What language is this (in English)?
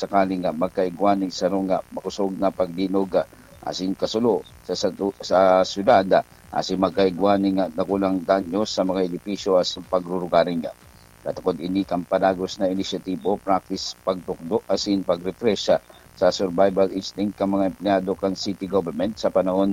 Bikol